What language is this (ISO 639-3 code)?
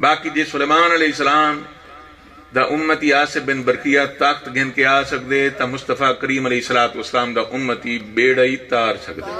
skr